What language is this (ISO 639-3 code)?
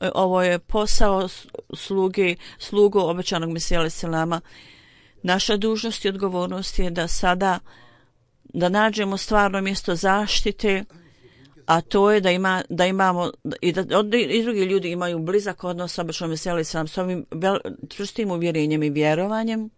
bos